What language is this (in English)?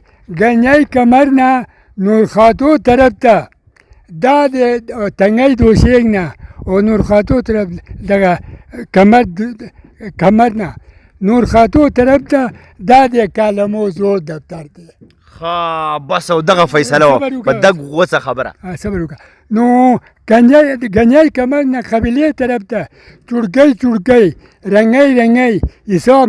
Pashto